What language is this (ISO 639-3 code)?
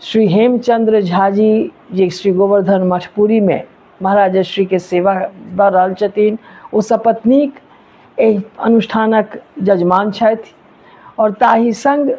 mai